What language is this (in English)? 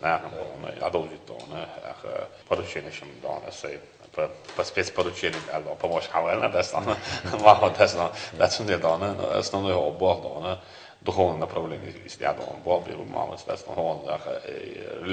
Chechen